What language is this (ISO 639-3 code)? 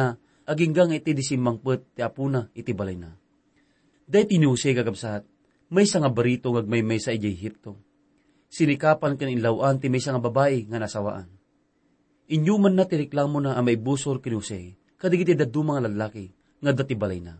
ilo